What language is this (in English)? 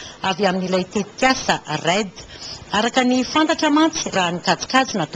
Malagasy